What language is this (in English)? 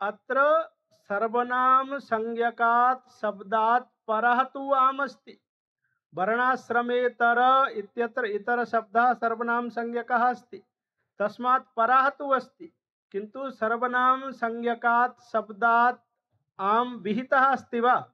Sanskrit